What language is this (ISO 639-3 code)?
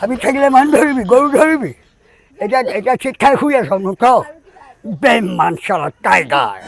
asm